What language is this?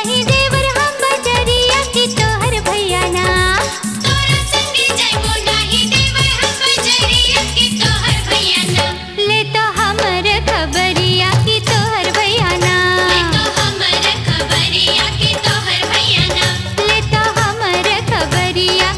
Bhojpuri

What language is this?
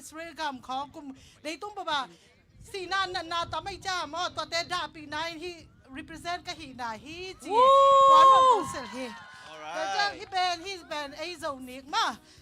Tedim Chin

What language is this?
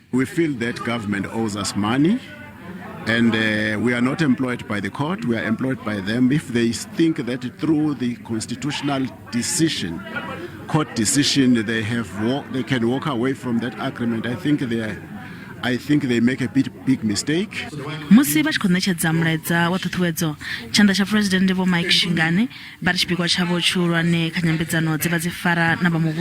Venda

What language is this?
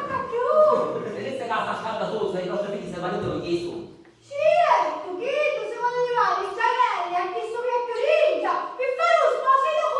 Sicilian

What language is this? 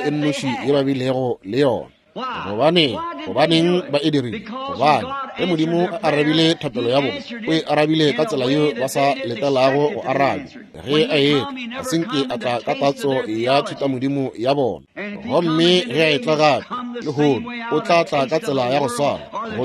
Northern Sotho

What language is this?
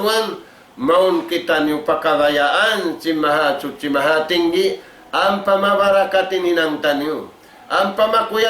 Tausug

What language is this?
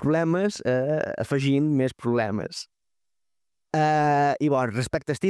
Catalan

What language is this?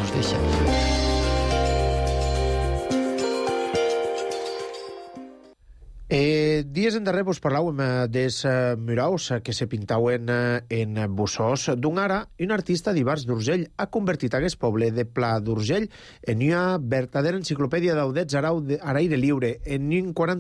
Catalan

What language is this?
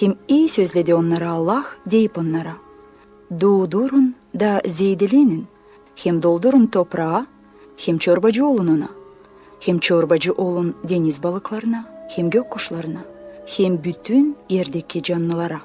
Gagauz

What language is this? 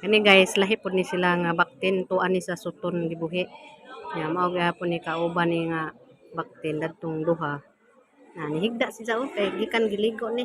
Cebuano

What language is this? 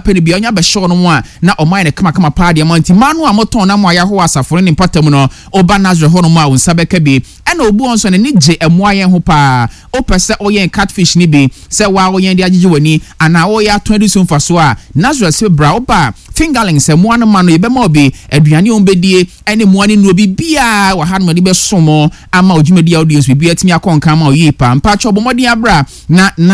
Akan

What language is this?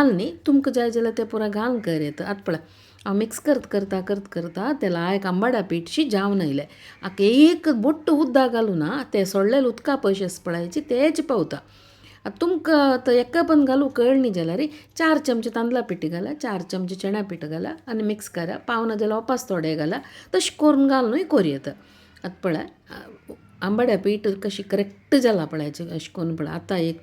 Konkani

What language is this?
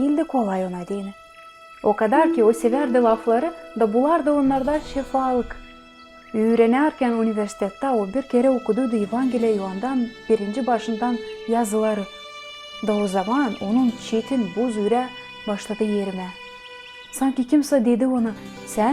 Gagauz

